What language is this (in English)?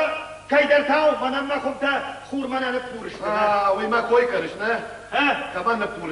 Ossetic